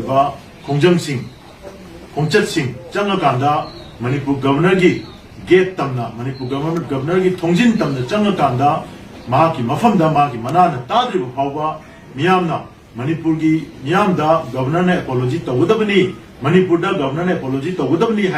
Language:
Manipuri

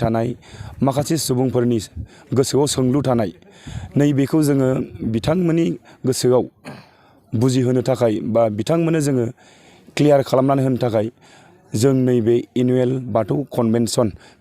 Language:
Bodo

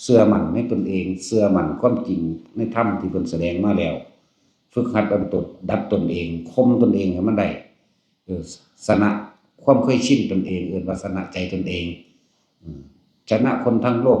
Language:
Northeastern Thai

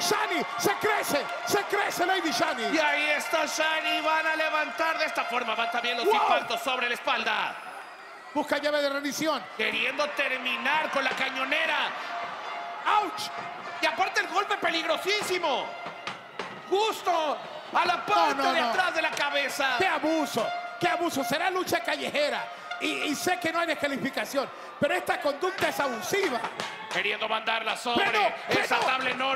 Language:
Spanish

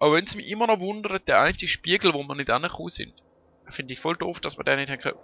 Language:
Swiss German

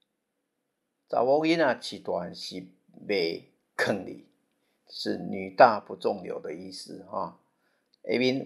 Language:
Min Nan Chinese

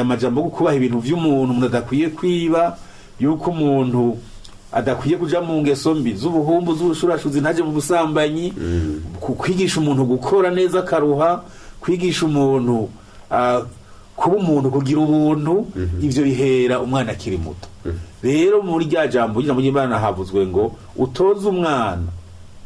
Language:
Rundi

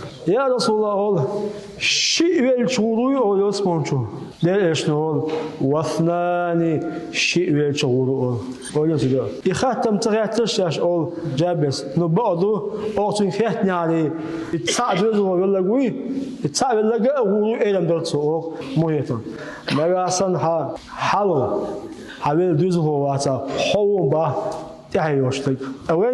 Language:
Chechen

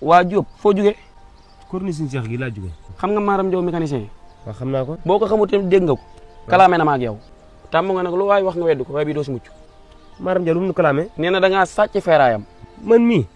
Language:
Wolof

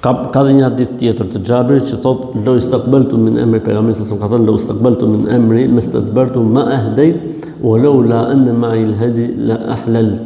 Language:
Albanian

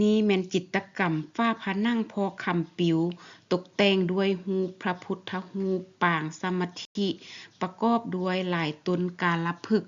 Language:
Lao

